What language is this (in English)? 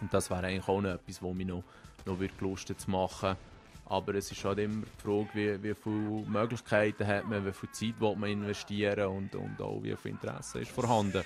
Swiss German